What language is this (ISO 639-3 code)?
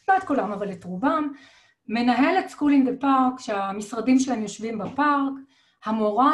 heb